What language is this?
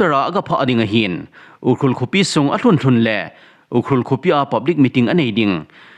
Thado Chin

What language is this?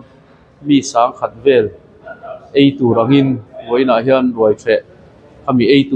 Mizo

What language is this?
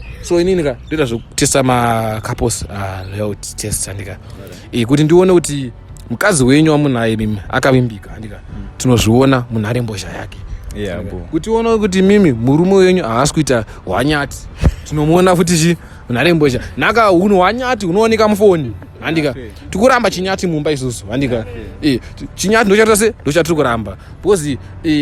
Shona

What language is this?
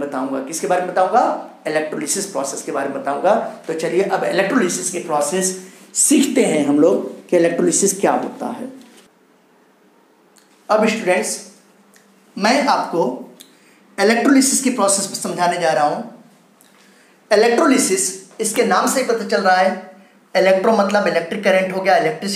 Hindi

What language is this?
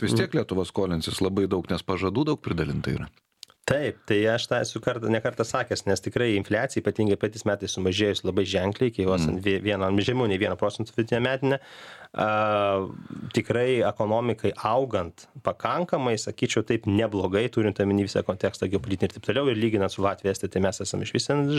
Lithuanian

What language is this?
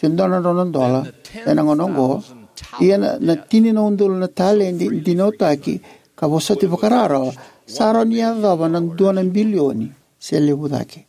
Fijian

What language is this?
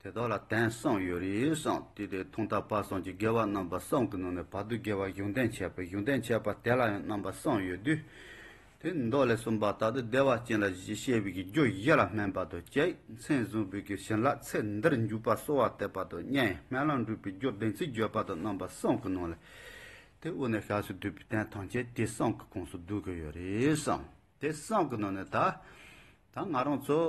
Tibetan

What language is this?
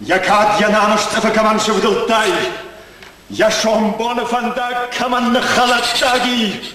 Ossetic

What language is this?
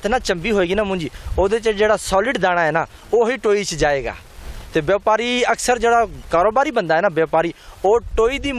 Punjabi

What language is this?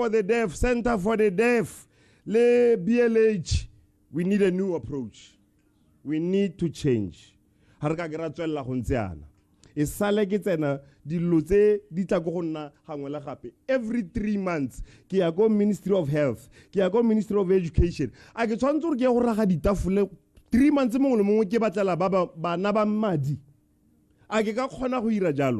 Tswana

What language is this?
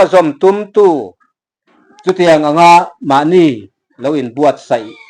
Mizo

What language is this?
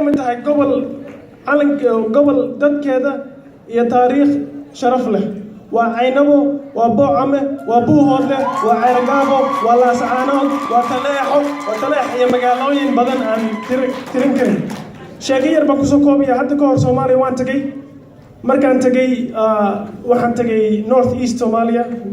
Somali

